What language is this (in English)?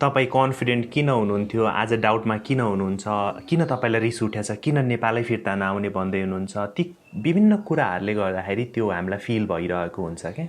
Nepali